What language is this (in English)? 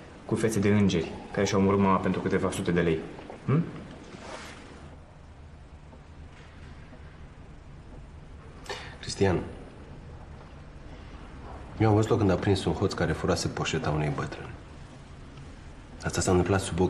Romanian